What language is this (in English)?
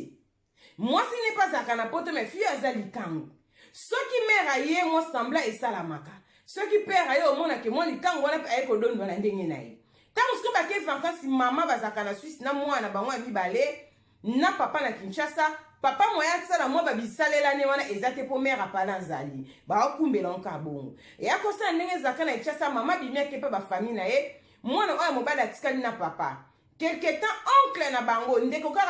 Lingala